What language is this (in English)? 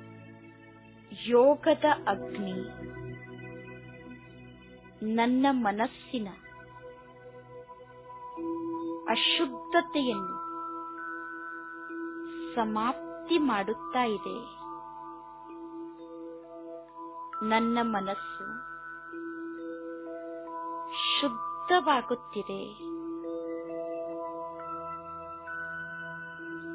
Kannada